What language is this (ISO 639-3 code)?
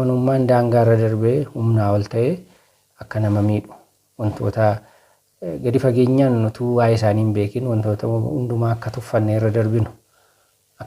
orm